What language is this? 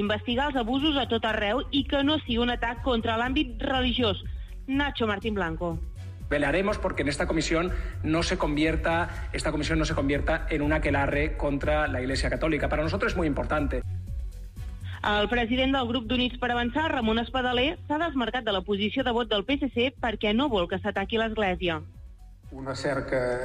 Catalan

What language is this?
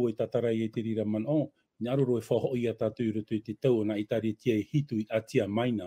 Tahitian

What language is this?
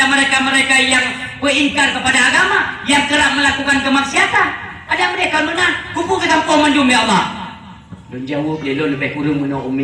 Achinese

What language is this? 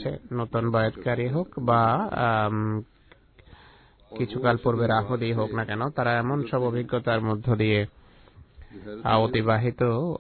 Bangla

